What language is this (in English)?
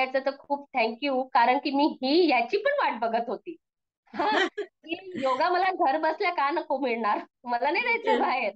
Marathi